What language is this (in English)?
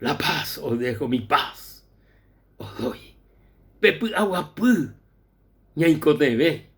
Guarani